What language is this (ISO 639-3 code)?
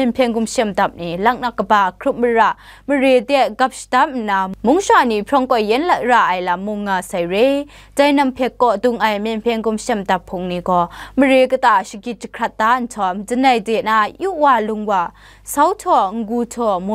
kac